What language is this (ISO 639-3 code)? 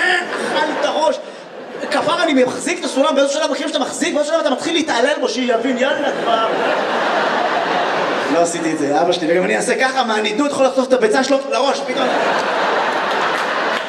heb